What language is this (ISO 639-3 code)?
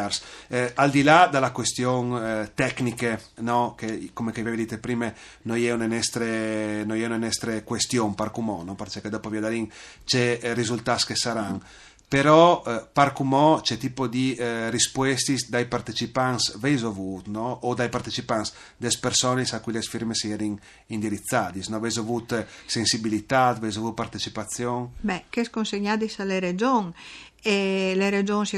fur